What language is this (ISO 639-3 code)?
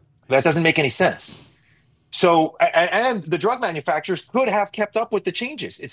eng